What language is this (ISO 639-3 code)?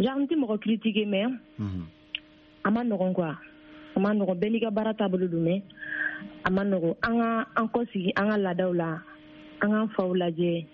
bam